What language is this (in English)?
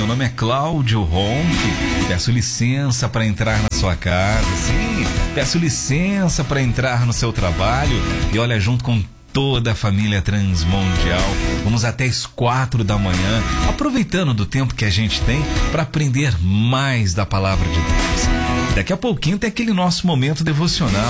Portuguese